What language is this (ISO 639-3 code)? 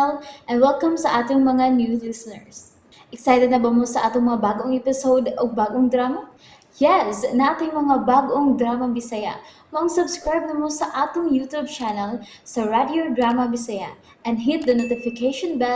ceb